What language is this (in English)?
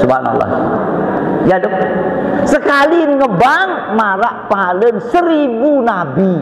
Sasak